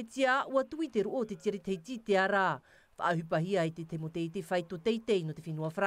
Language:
Tahitian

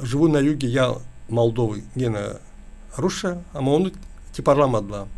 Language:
Gagauz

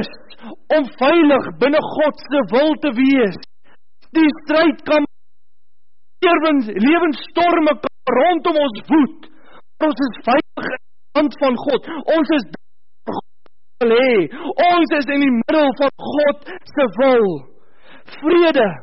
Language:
Afrikaans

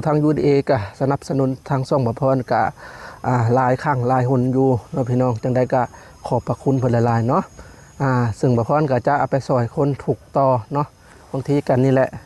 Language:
Lao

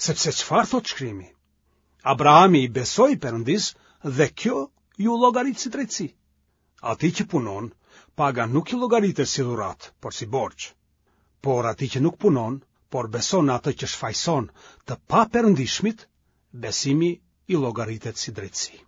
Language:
Albanian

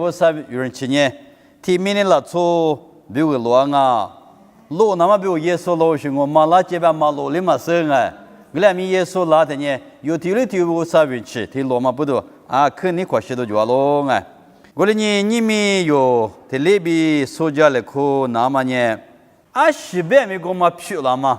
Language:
Lisu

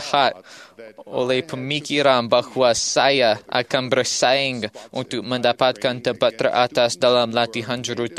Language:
Malay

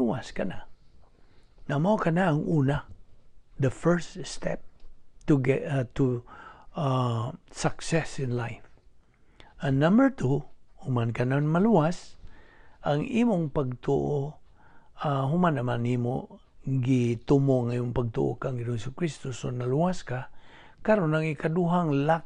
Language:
Cebuano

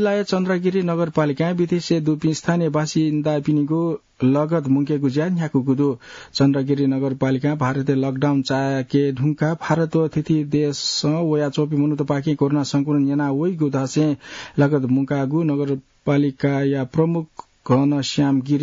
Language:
Newari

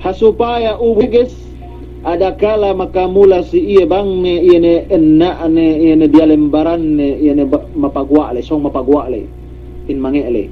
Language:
Yakan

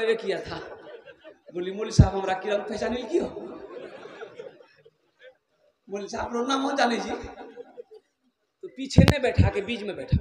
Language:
Hindi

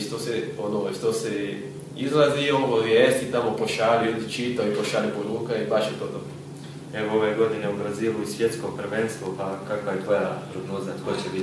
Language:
Croatian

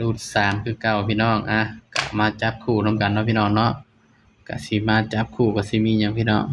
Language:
Northeastern Thai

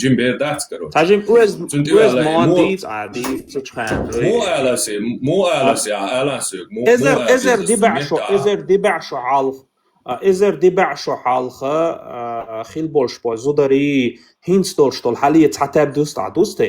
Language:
Chechen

